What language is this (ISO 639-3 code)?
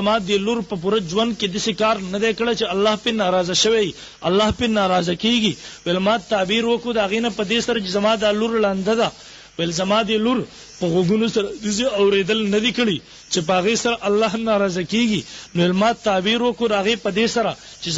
pus